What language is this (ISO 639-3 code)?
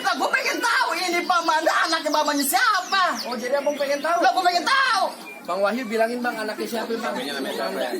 bew